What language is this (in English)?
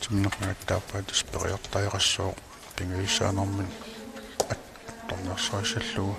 Kalaallisut